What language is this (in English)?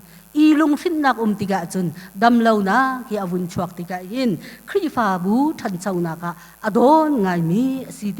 Hakha Chin